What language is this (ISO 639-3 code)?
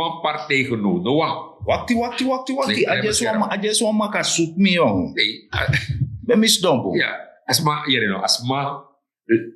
srn